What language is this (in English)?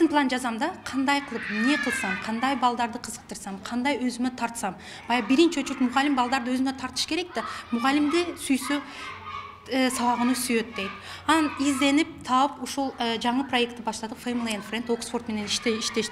Kyrgyz